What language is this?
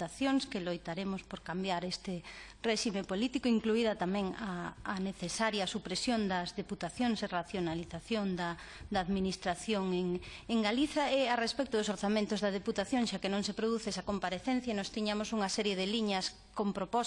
Galician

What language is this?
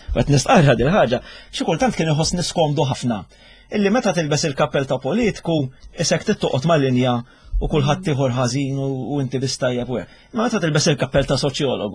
Maltese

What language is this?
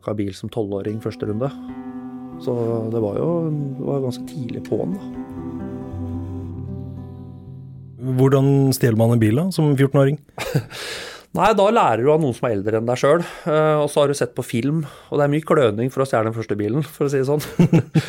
Norwegian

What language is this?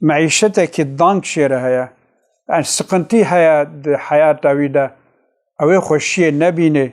Kurdish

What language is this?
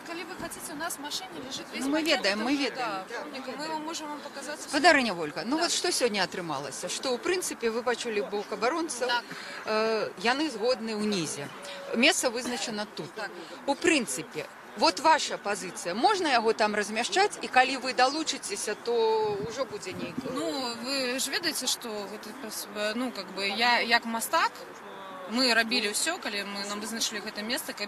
Belarusian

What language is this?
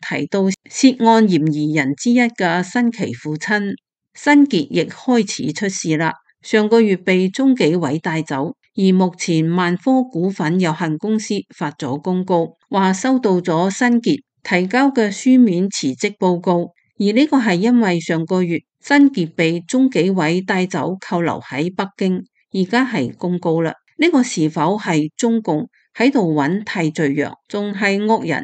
Cantonese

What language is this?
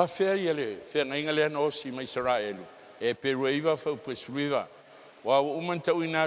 Samoan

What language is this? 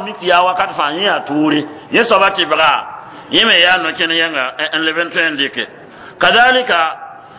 Mossi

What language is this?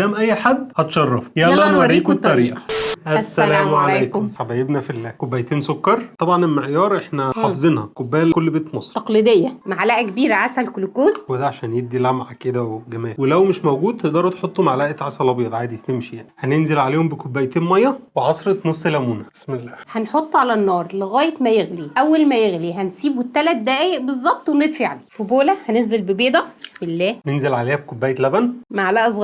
Egyptian Arabic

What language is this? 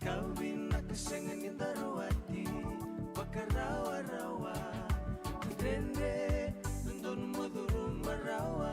Fijian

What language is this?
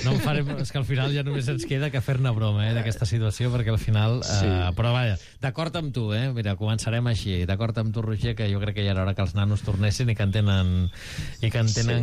Catalan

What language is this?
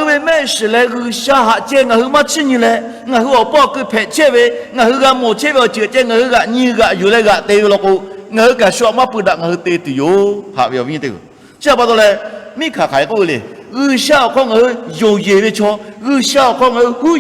Lahu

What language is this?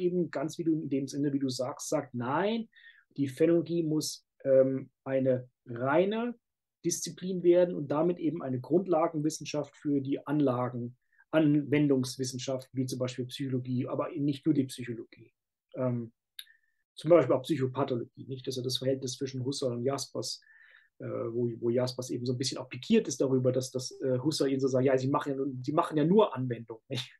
German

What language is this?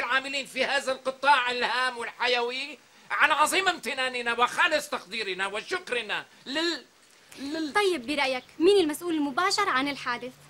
North Levantine Arabic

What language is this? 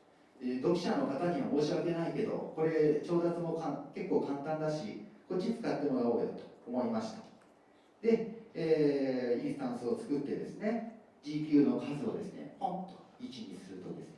Japanese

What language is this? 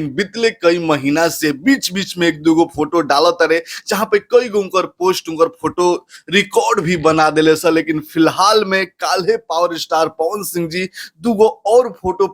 Bhojpuri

